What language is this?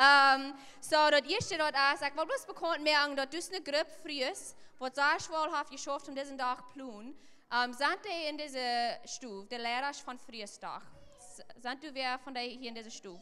Plautdietsch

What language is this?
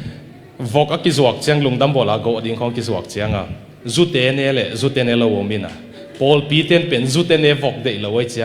Tedim Chin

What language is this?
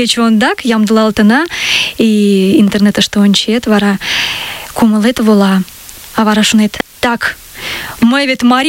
Mari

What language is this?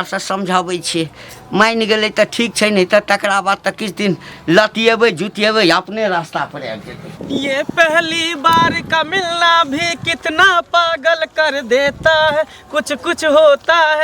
Maithili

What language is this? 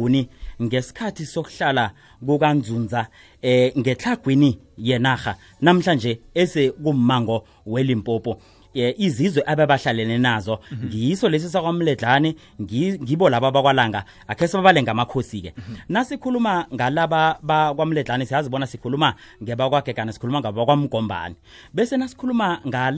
South Ndebele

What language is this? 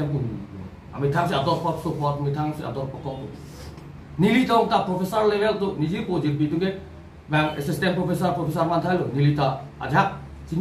Karbi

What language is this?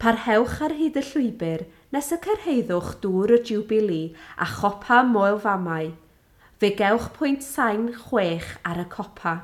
Welsh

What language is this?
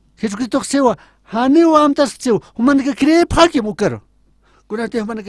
Aymara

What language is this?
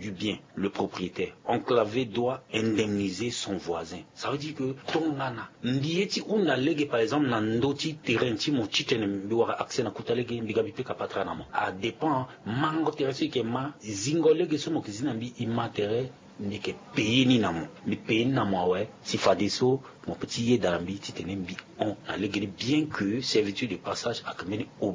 Sango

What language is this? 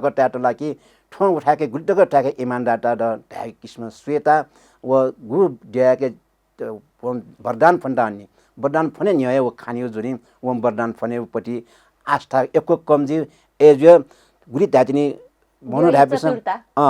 Newari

